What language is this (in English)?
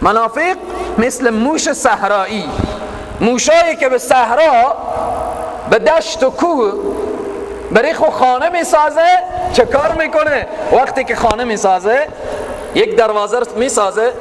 Persian